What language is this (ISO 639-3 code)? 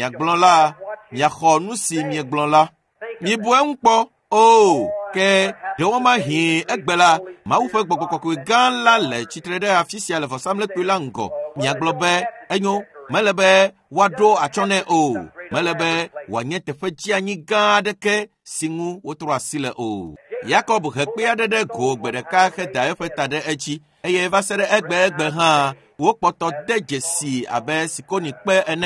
ewe